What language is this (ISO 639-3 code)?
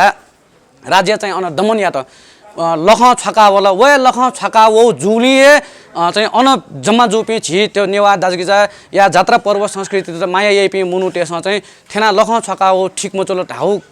new